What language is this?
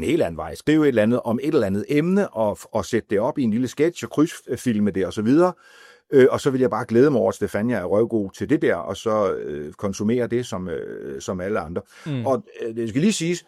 Danish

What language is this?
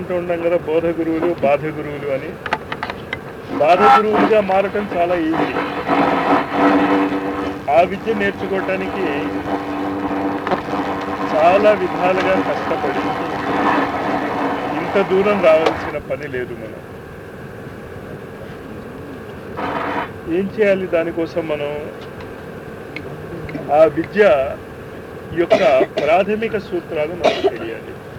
Telugu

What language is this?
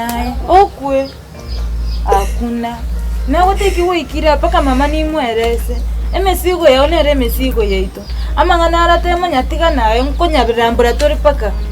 Gusii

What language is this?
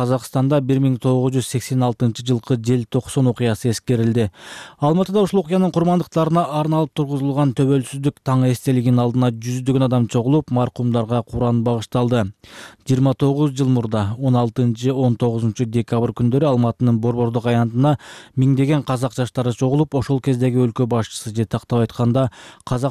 Kyrgyz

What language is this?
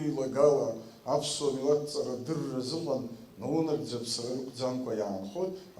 Abkhazian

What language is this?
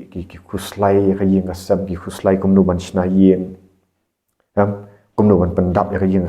Khasi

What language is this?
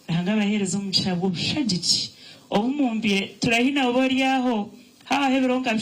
Nyankole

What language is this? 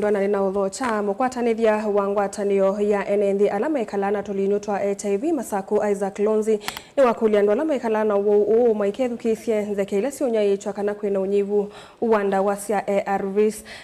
Kamba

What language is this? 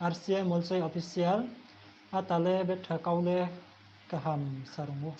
Riang (India)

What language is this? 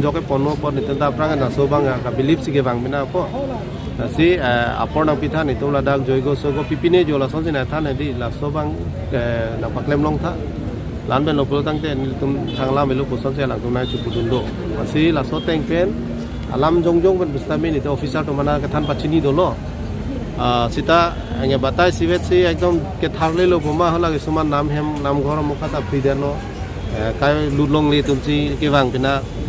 Karbi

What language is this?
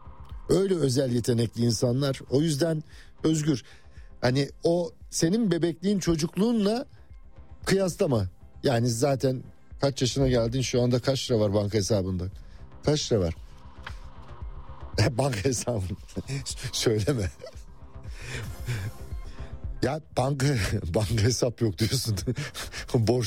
Turkish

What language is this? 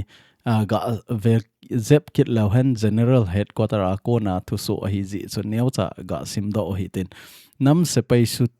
Thado Chin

